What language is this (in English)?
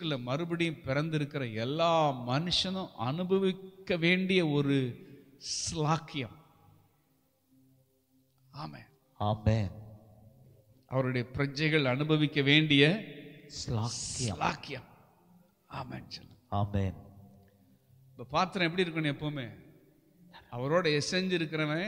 Tamil